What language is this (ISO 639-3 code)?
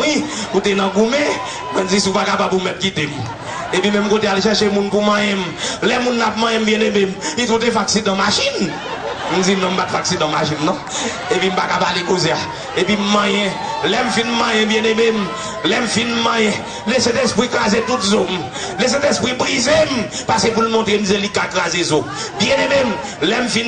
hat